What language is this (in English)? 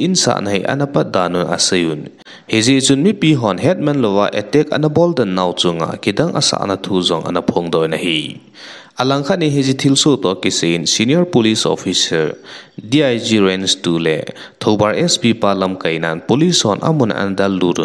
Thado Chin